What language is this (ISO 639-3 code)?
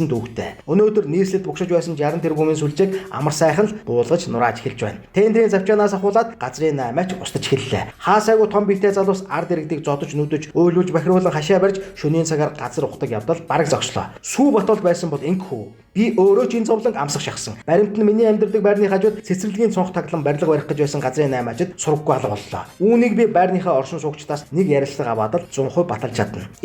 mon